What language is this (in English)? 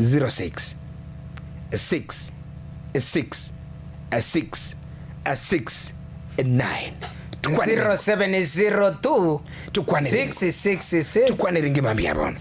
Gusii